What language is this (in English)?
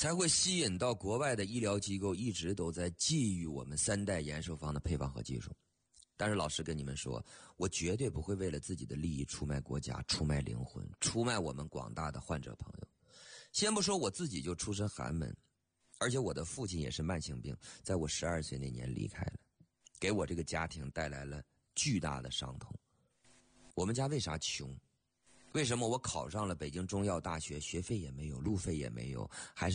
Chinese